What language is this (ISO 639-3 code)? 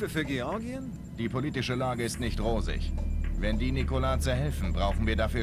bar